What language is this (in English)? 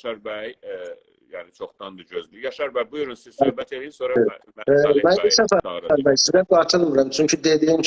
South Azerbaijani